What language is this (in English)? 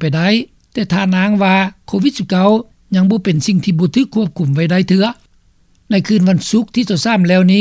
Lao